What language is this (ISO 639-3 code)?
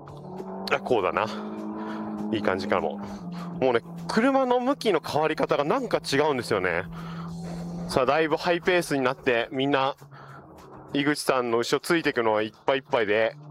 jpn